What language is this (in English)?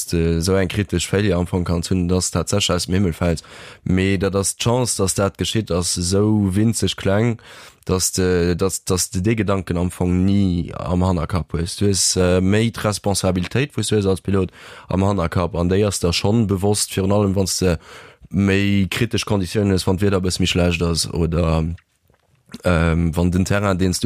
Luxembourgish